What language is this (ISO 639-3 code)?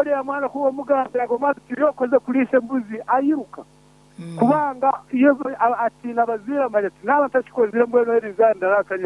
nyn